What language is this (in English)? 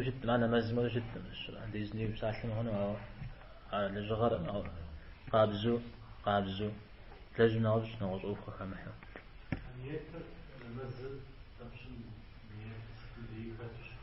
Kabardian